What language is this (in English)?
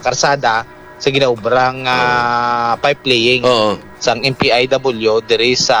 Hiligaynon